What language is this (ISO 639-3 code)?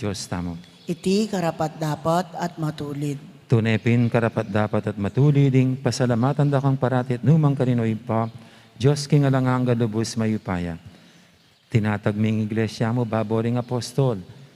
pam